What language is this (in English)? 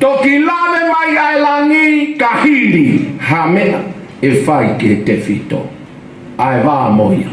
Tongan